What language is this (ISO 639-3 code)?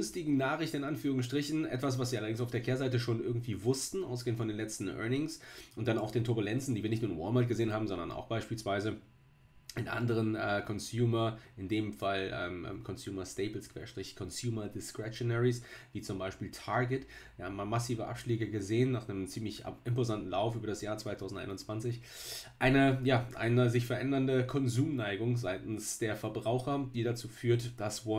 deu